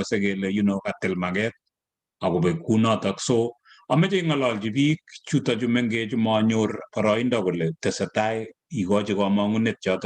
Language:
Kalenjin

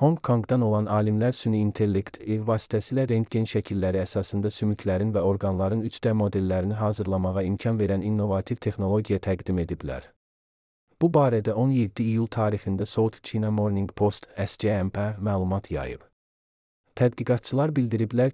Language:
Azerbaijani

